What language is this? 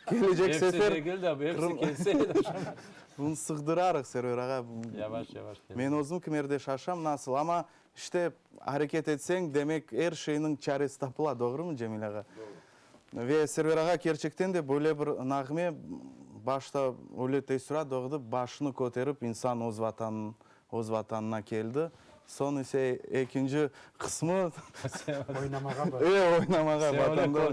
Crimean Tatar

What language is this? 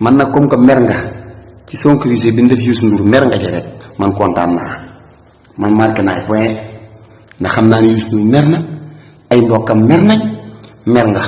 Wolof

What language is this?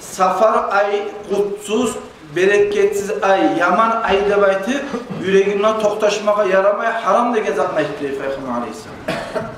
Kumyk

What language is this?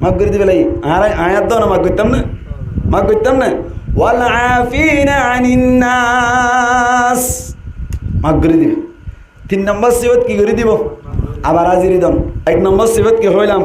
Rohingya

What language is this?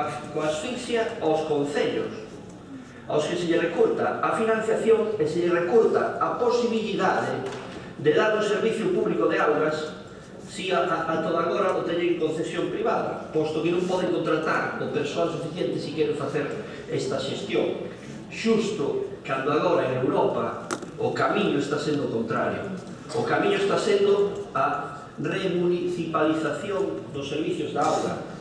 Galician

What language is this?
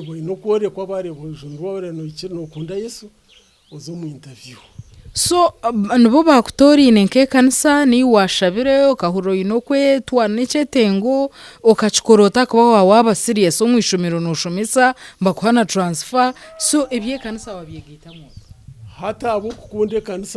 Nyankole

